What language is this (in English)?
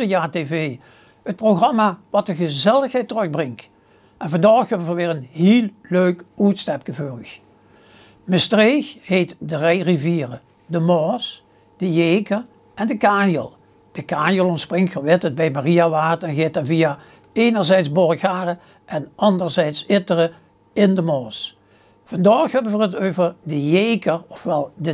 Limburgish